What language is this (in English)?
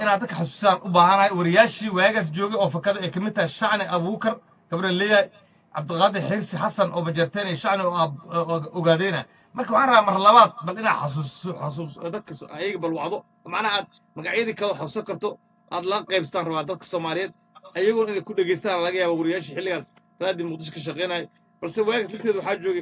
Somali